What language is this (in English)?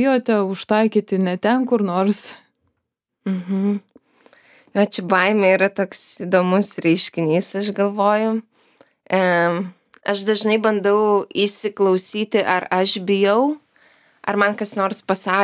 Lithuanian